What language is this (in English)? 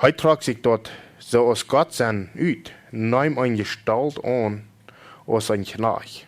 Plautdietsch